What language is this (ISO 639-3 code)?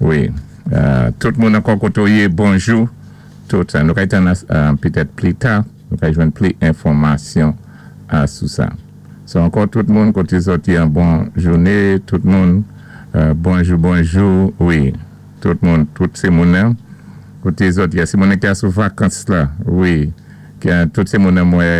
acf